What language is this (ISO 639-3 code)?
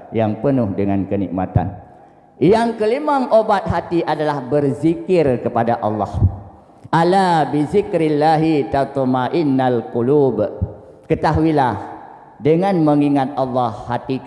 ace